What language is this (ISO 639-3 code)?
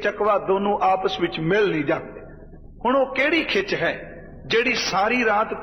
pan